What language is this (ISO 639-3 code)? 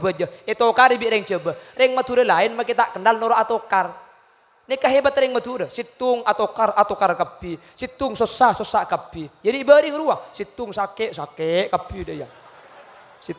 mad